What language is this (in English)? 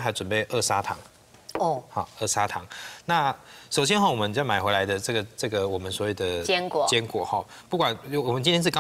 Chinese